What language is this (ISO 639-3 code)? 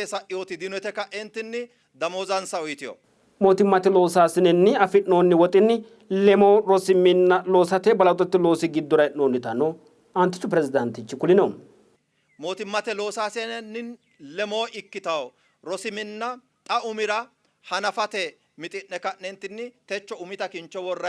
sid